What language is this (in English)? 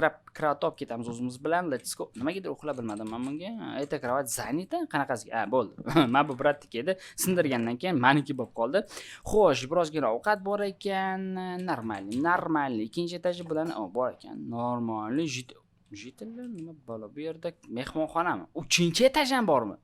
Uzbek